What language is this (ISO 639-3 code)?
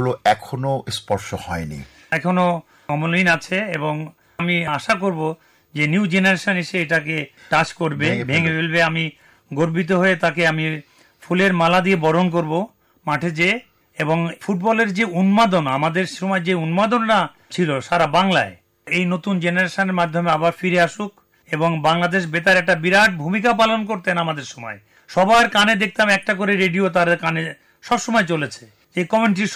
ben